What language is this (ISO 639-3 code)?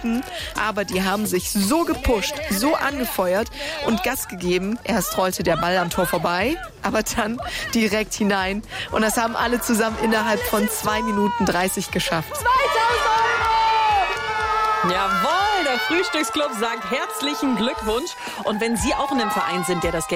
deu